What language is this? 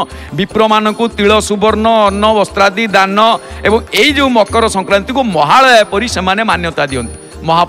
Odia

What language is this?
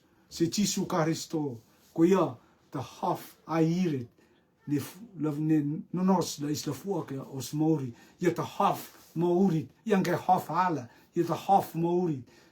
Rotuman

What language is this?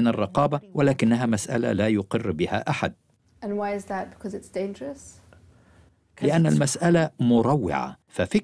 Arabic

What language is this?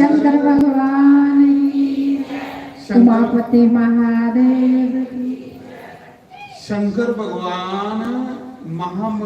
Dogri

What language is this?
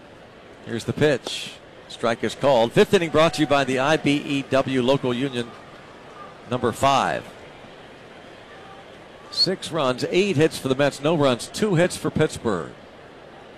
English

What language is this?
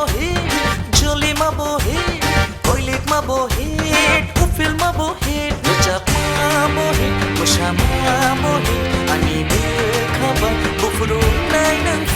Kok Borok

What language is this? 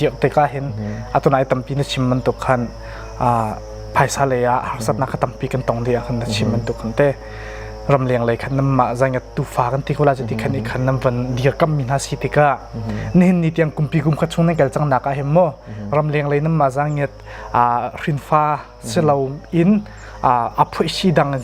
Hakha Chin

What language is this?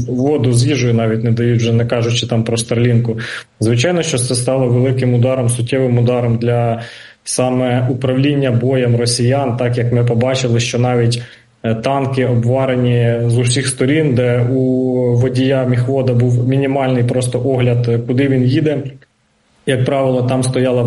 Ukrainian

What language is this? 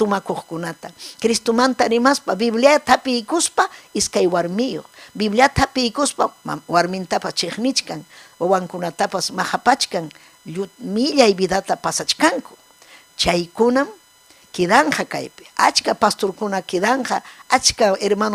Ayacucho Quechua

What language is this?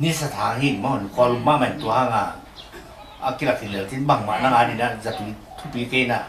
Tedim Chin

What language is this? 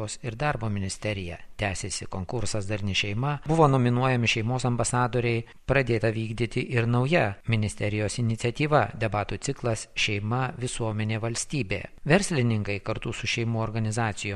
Lithuanian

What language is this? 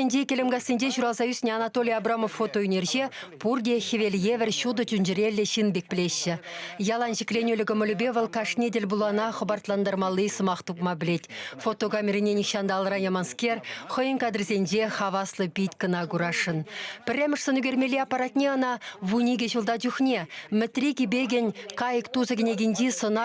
Chuvash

